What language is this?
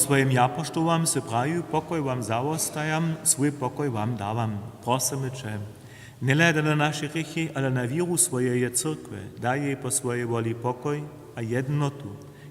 Upper Sorbian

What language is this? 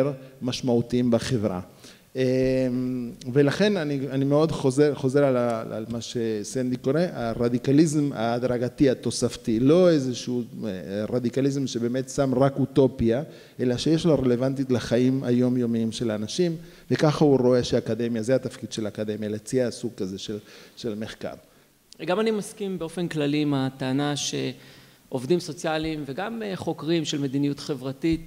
Hebrew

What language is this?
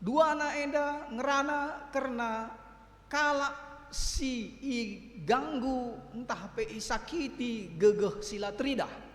Batak Karo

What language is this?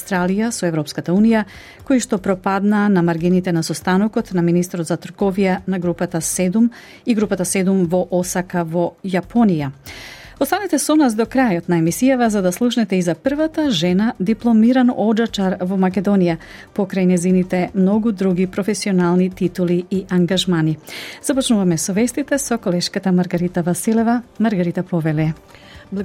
Macedonian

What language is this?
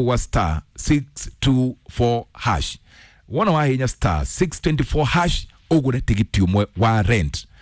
Kikuyu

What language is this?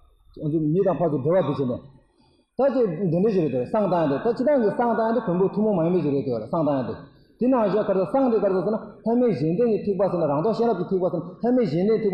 Tibetan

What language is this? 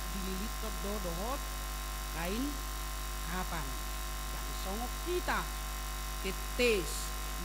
Batak Toba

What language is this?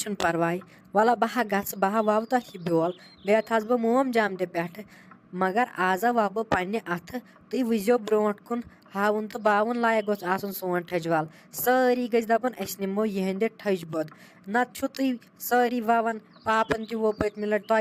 Kashmiri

